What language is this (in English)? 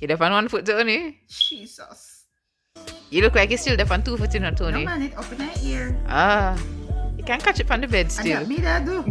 Jamaican Creole English